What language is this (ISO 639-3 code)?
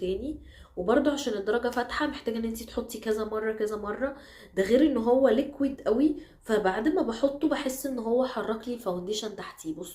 arz